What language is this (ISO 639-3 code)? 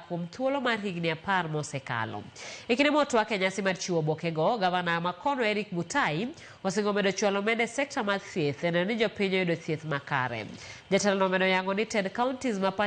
luo